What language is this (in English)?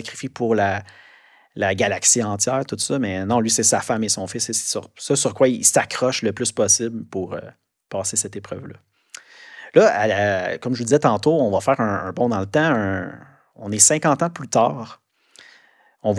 French